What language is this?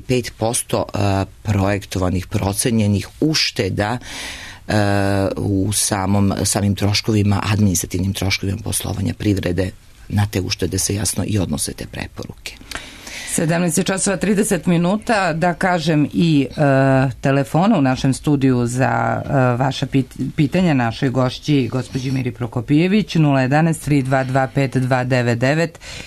Serbian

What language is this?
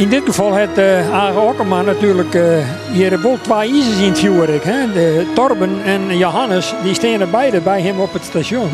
Western Frisian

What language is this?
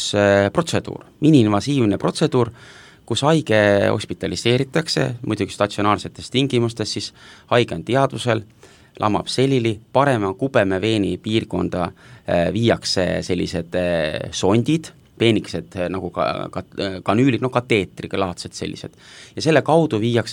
Estonian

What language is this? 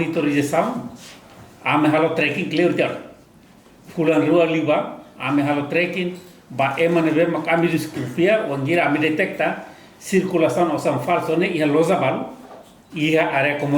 Tetum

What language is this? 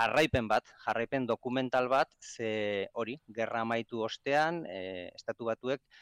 Basque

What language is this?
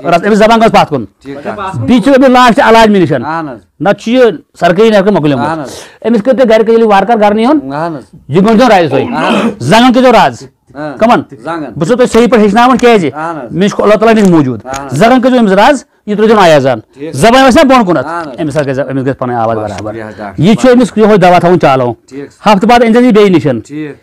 Kashmiri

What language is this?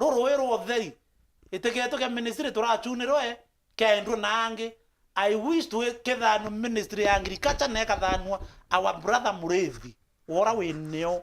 Meru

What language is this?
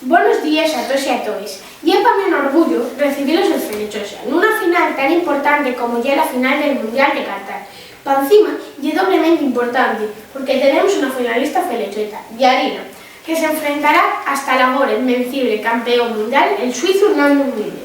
Asturian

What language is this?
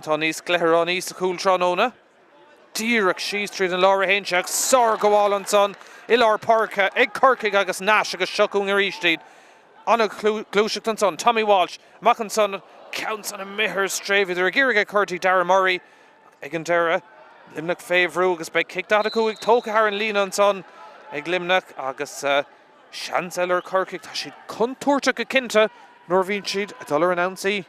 Irish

